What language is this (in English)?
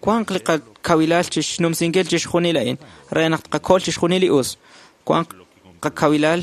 Kekchí